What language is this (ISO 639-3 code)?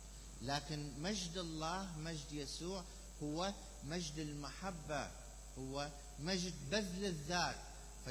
acm